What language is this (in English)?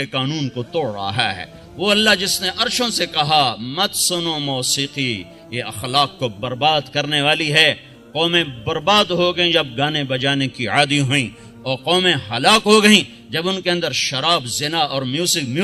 Urdu